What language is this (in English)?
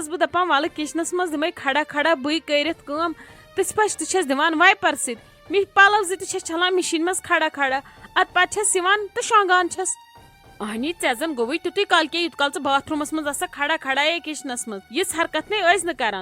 Kashmiri